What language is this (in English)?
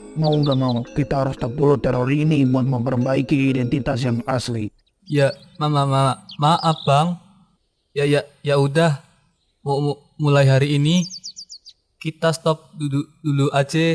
Betawi